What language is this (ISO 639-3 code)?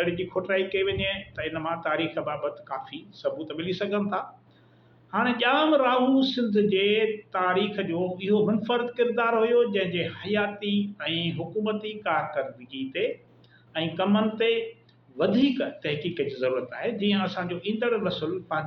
snd